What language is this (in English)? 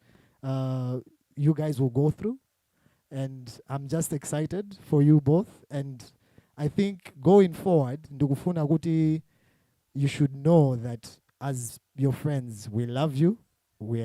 Nyanja